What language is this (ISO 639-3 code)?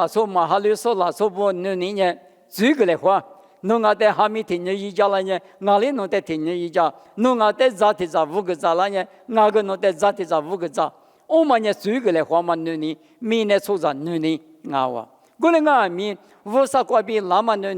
lis